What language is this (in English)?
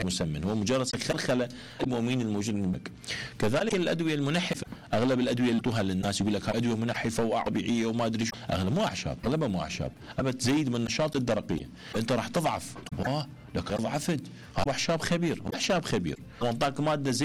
Mesopotamian Arabic